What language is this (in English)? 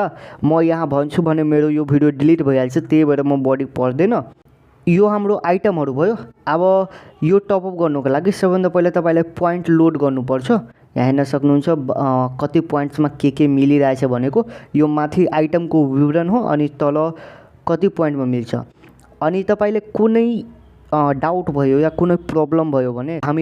Nepali